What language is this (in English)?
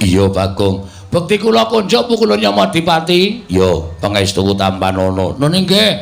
Javanese